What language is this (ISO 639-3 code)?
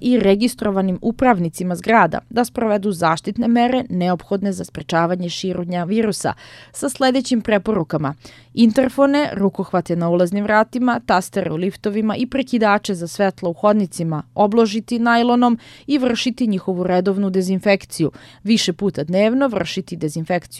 srp